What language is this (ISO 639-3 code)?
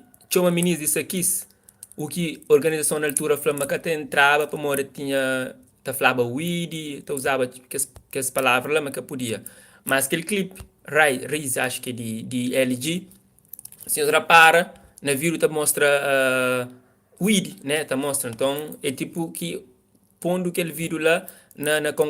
kea